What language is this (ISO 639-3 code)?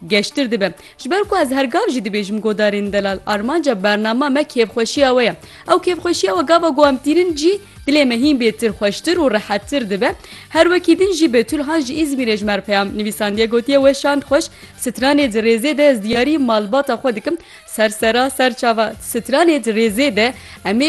kur